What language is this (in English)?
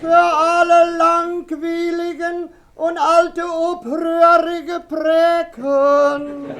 Westphalien